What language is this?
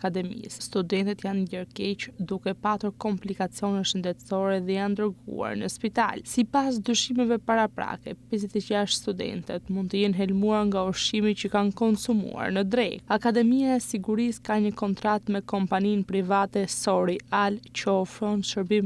Albanian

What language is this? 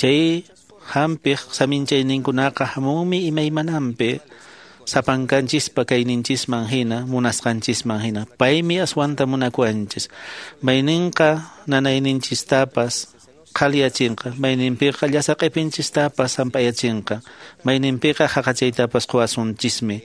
Quechua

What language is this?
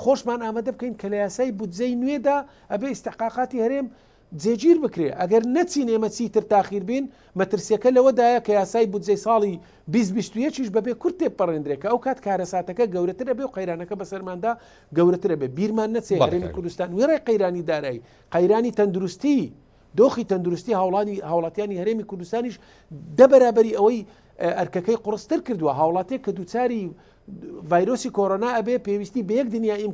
Central Kurdish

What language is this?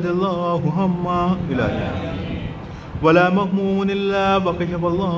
Urdu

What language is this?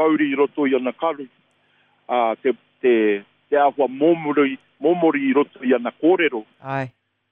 Māori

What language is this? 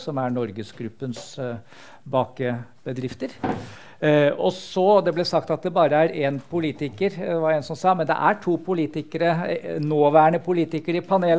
Norwegian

